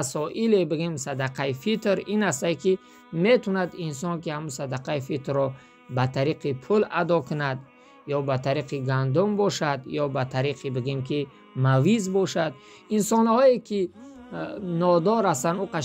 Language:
Tajik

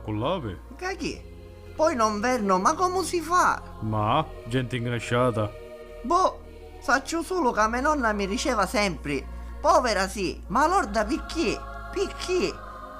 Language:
Sicilian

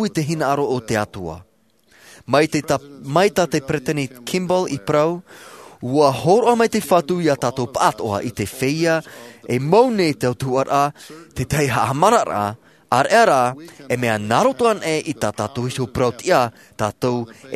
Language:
Tahitian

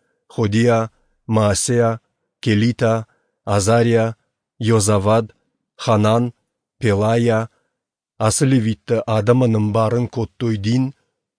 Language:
Ossetic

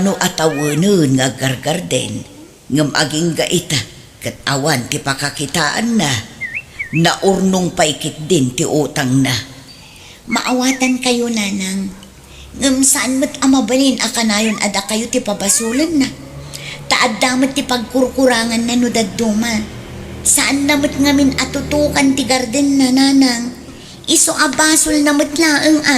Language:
Iloko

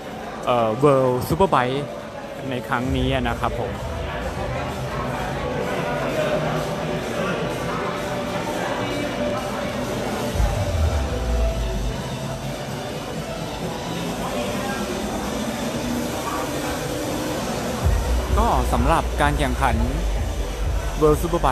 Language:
Thai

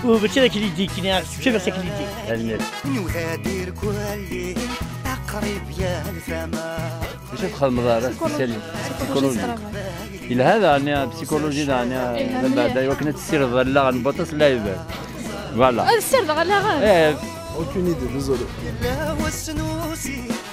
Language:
Kabyle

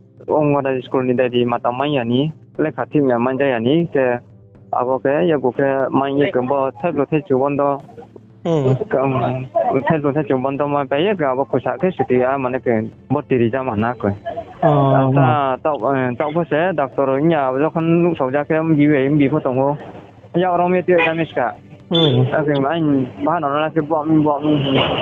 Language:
Riang (India)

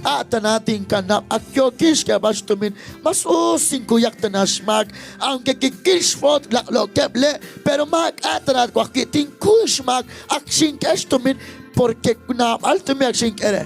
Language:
Kekchí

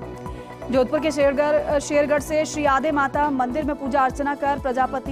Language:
Hindi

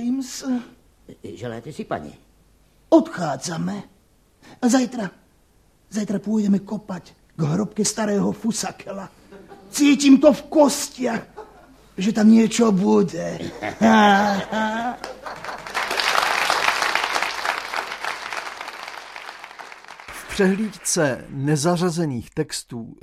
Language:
Slovak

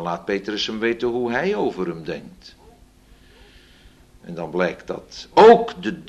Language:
Dutch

